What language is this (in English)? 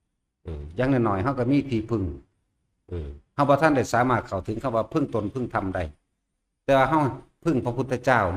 Northeastern Thai